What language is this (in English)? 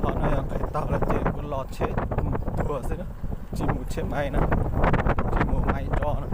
Hmong